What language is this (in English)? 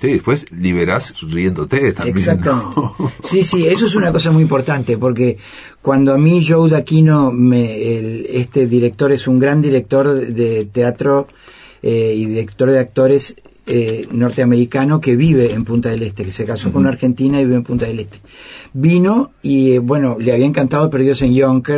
Spanish